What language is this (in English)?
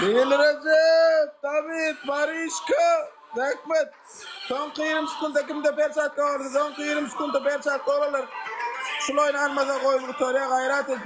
Turkmen